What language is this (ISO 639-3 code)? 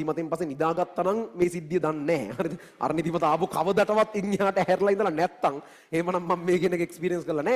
sin